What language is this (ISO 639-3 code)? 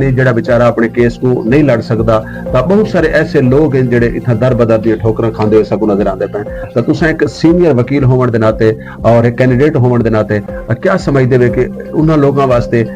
skr